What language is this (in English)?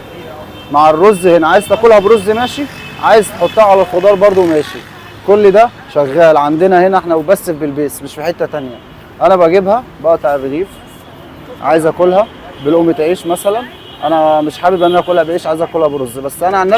Egyptian Arabic